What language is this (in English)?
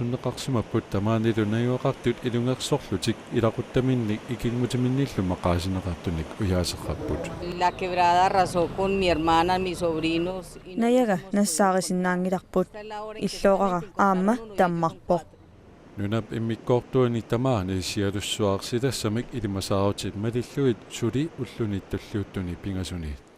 Kalaallisut